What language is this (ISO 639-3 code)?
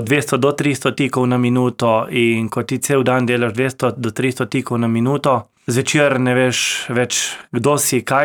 slv